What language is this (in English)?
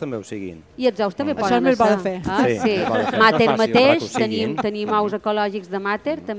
Catalan